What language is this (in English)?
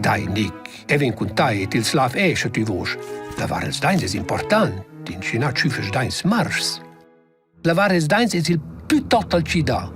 Romansh